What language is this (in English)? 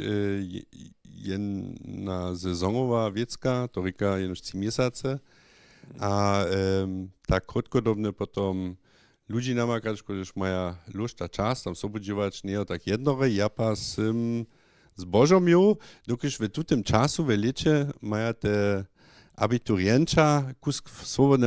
Upper Sorbian